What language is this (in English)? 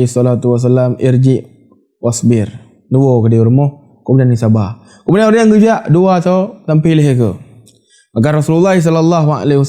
Achinese